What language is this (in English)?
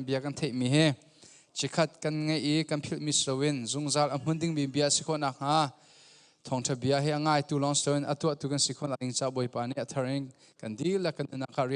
Hakha Chin